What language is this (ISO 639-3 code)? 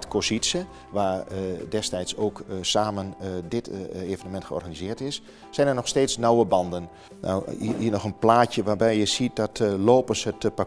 nld